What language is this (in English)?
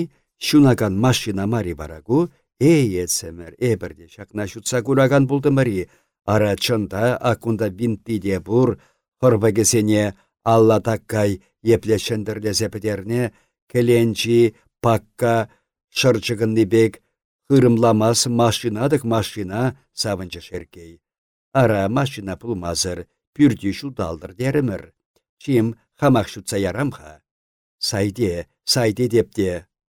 Chuvash